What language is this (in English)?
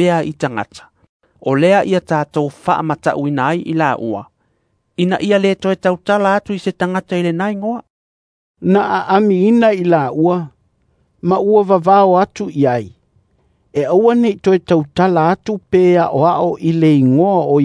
Samoan